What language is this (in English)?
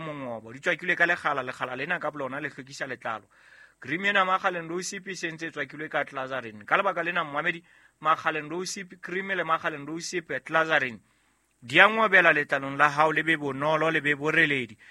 Southern Sotho